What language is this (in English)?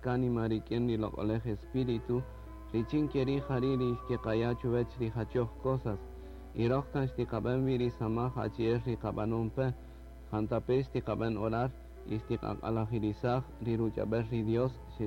Kaqchikel